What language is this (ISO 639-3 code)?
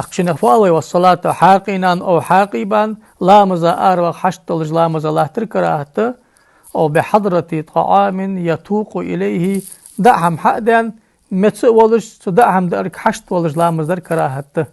inh